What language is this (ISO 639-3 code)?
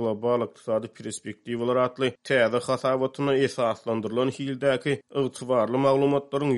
tuk